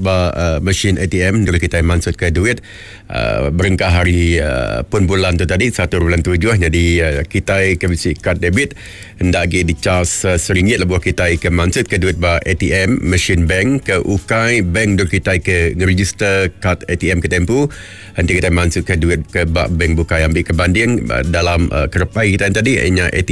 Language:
Iban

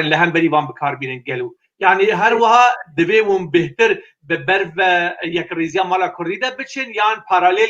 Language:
Kurdish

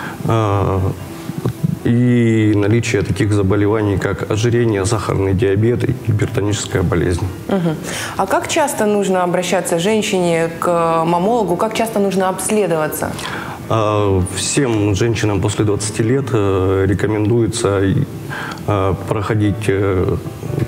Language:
Russian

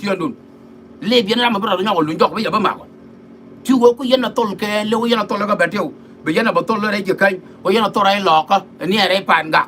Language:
Nuer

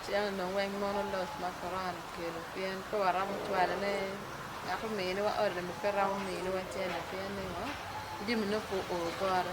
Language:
Acoli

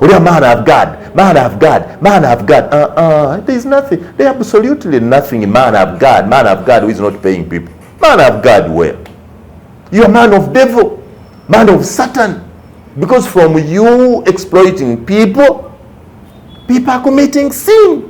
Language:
Ganda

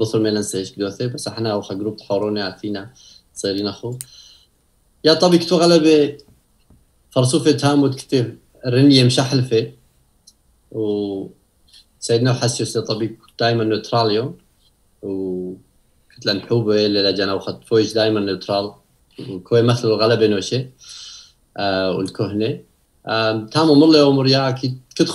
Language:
Turoyo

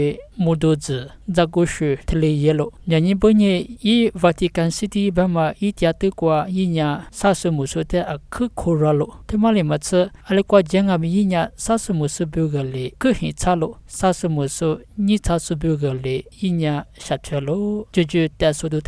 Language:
Lisu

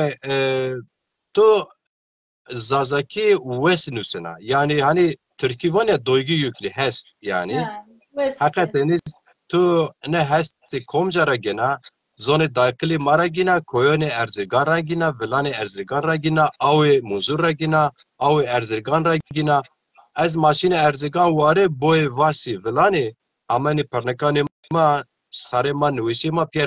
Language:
Zaza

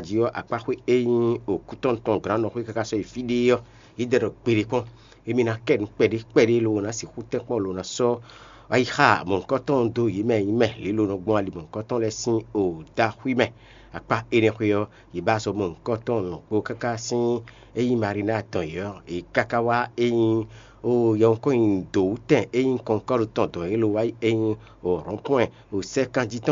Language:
Fon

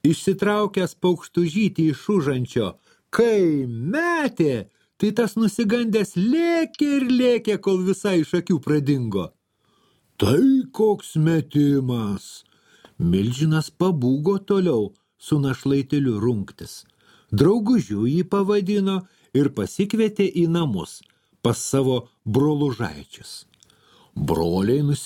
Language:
Lithuanian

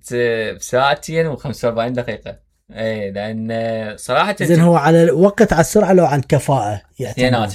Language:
Mesopotamian Arabic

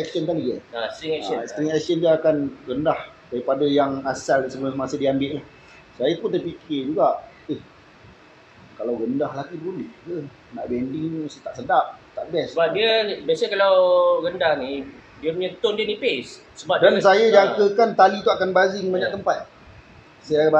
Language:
Malay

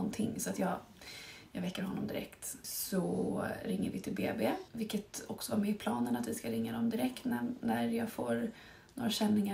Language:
Swedish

